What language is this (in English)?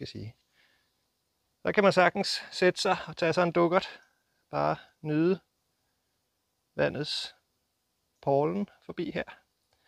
Danish